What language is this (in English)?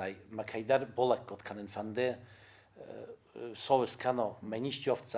Ossetic